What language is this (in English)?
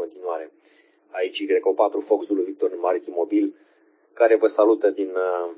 Romanian